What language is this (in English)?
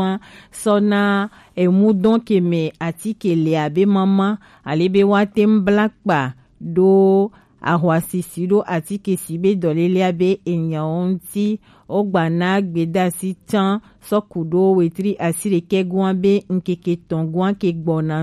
Gen